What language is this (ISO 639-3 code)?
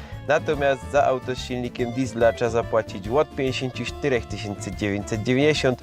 szl